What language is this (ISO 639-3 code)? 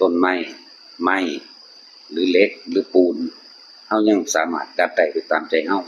tts